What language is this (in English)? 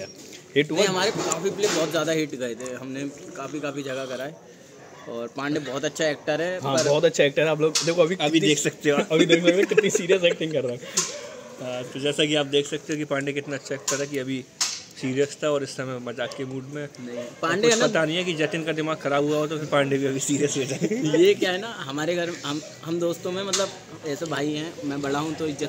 Hindi